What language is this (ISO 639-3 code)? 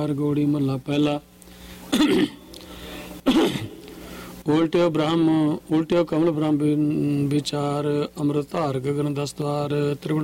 pan